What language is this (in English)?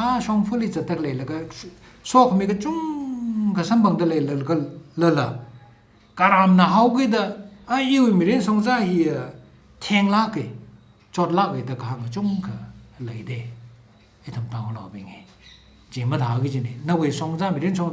Tangkhul Naga (India)